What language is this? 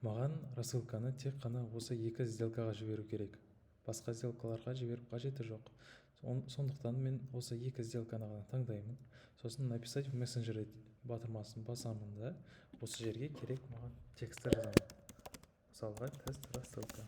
Kazakh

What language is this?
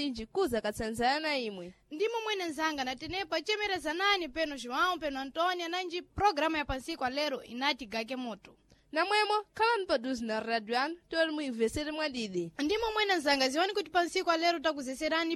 Sena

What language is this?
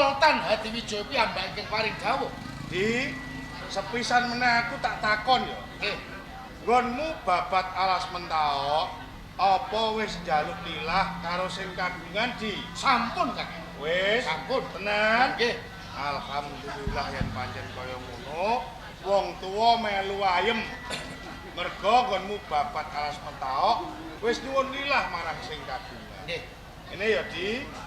Javanese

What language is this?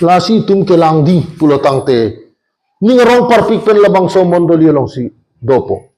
Karbi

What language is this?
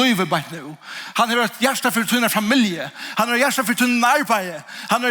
Faroese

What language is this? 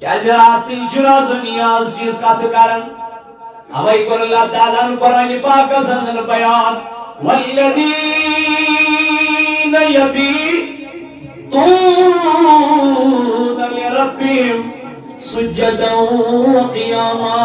Kashmiri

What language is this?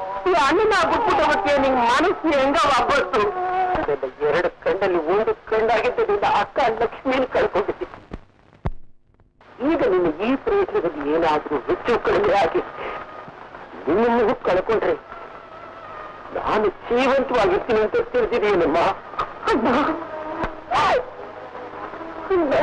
Kannada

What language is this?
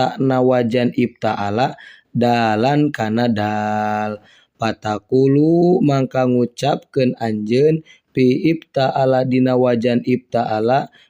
Sundanese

